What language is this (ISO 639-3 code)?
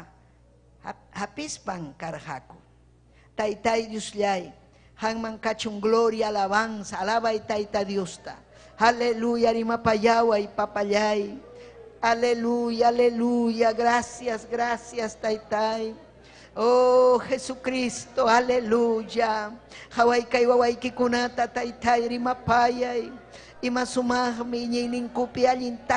quy